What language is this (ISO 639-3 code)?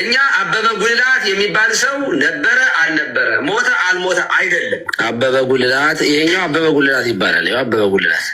amh